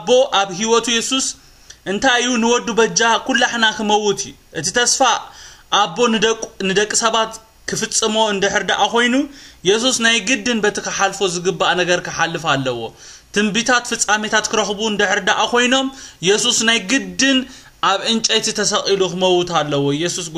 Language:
Tigrinya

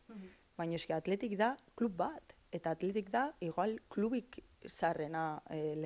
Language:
Basque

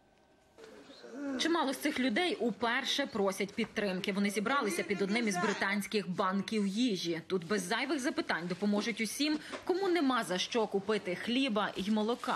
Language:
Ukrainian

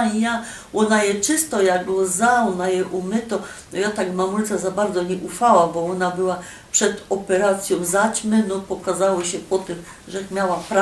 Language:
Silesian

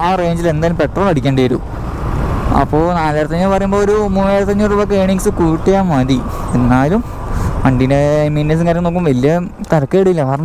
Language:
Malayalam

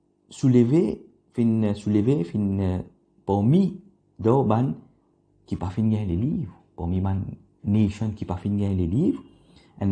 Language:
Morisyen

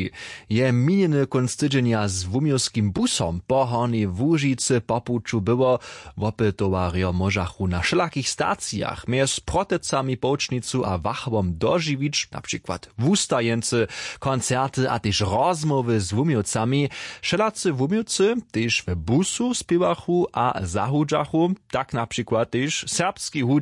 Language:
Upper Sorbian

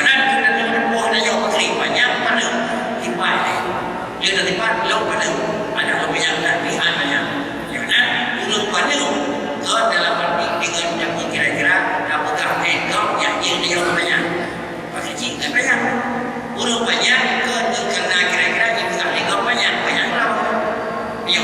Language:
Achinese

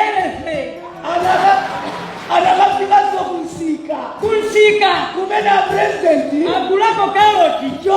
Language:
Nyanja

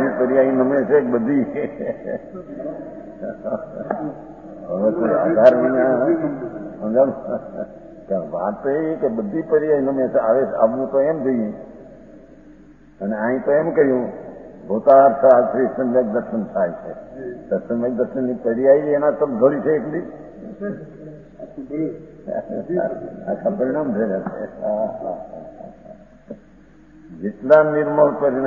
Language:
Gujarati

